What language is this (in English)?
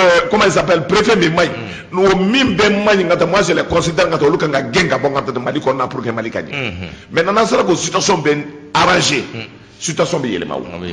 Bambara